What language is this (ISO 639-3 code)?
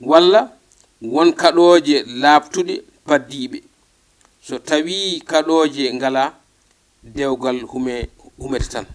ful